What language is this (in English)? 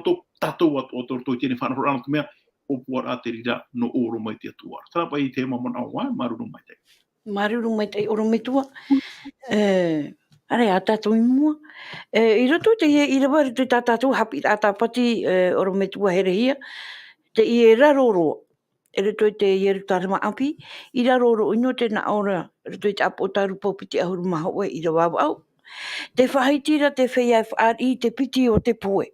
Tahitian